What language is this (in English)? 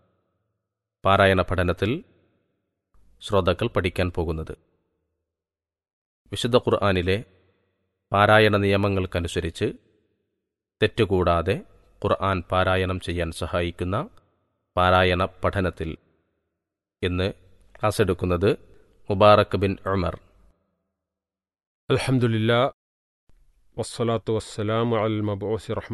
Malayalam